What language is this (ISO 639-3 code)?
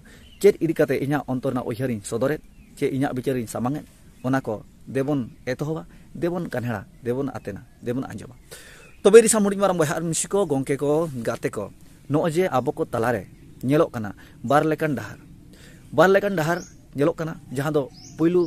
sat